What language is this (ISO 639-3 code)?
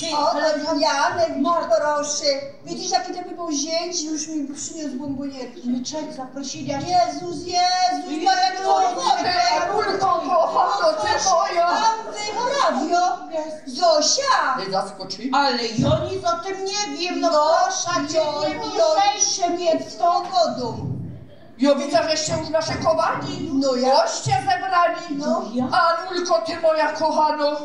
szl